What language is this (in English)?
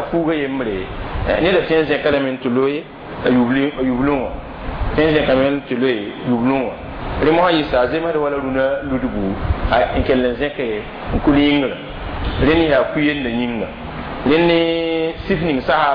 Mossi